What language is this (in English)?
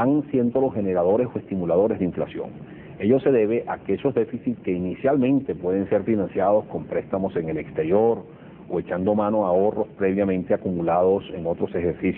Spanish